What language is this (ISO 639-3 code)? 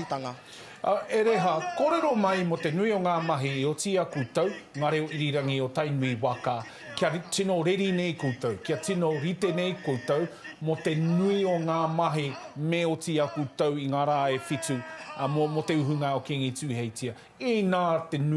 mri